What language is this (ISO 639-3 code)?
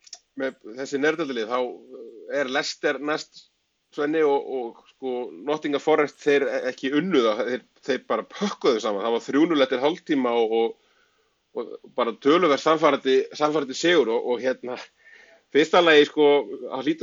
isl